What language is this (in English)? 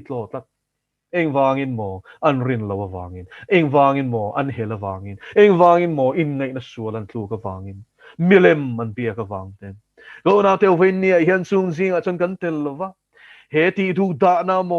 Mizo